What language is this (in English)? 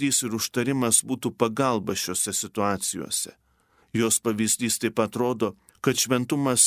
Lithuanian